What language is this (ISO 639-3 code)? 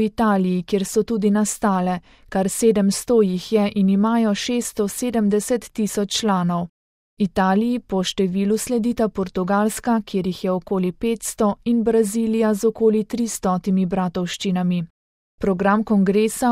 slv